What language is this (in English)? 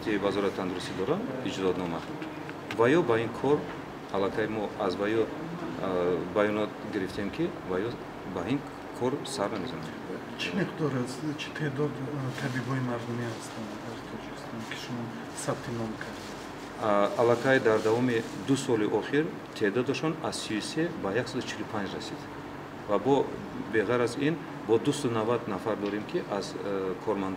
Tajik